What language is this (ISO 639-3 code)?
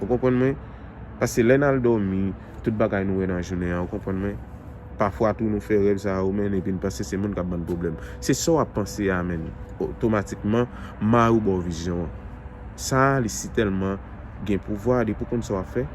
hat